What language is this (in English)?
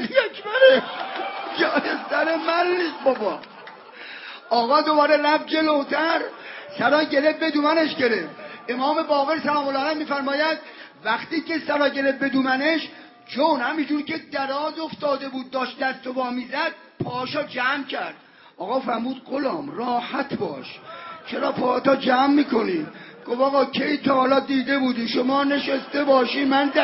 Persian